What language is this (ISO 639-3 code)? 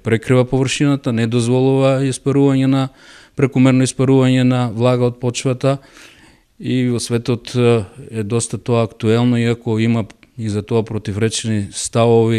mkd